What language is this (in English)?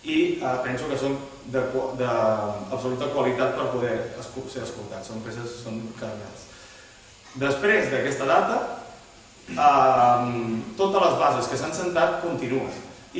Catalan